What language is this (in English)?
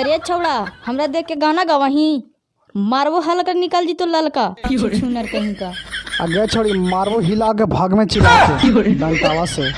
Magahi